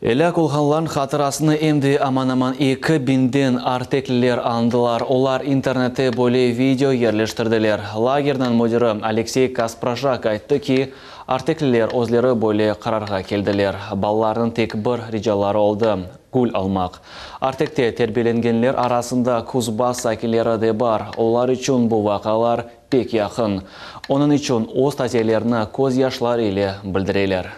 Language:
Crimean Tatar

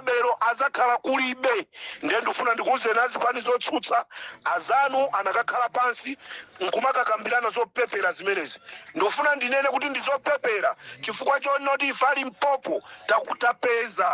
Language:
Nyanja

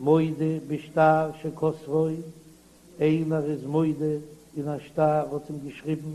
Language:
Yiddish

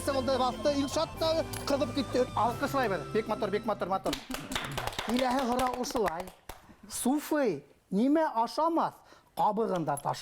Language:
Bashkir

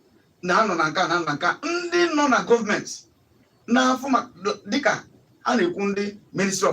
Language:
Igbo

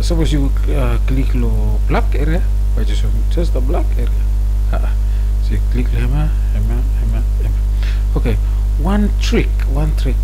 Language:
Bislama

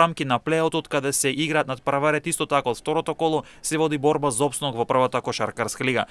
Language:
Macedonian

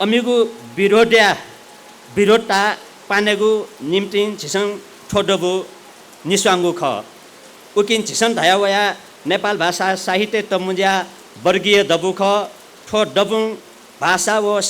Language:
Newari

